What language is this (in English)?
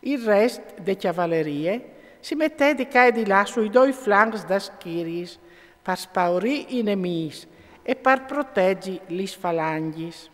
Friulian